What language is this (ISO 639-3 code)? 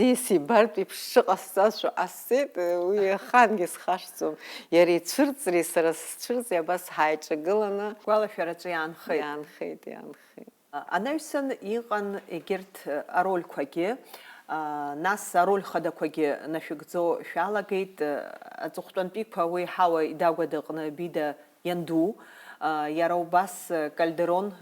abk